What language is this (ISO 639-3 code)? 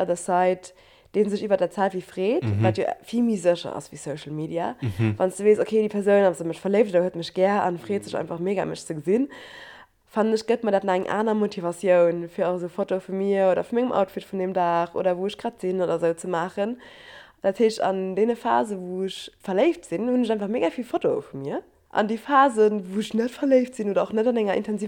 ltz